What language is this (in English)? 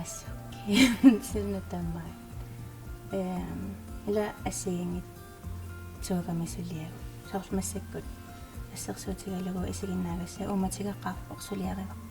Kalaallisut